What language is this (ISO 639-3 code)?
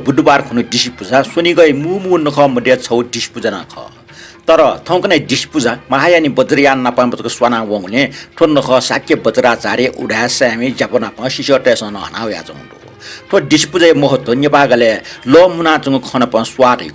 new